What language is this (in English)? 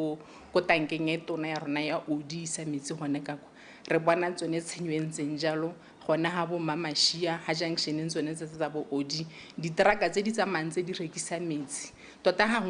Tswana